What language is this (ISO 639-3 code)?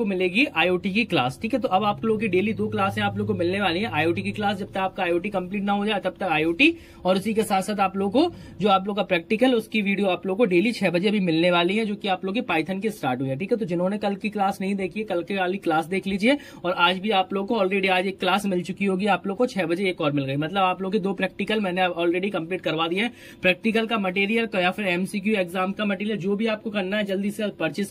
hin